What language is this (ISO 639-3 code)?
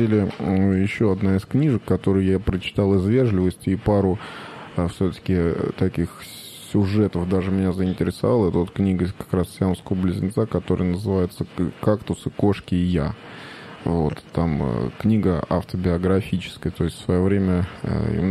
rus